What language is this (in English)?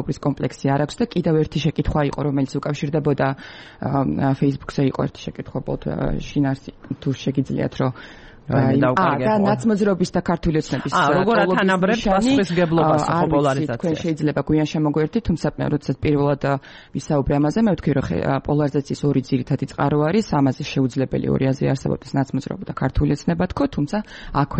Georgian